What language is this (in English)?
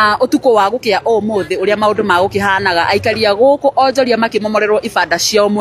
Kikuyu